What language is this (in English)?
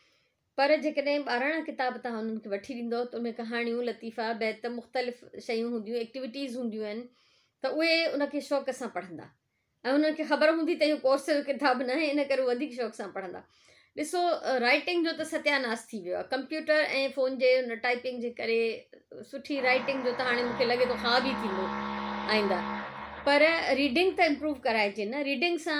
Sindhi